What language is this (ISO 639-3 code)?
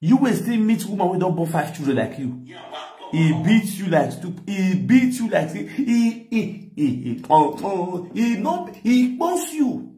pcm